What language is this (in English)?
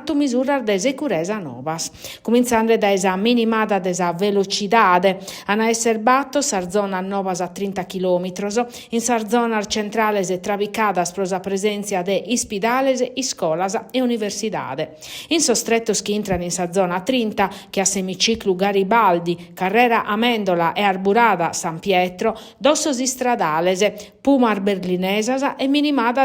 Sardinian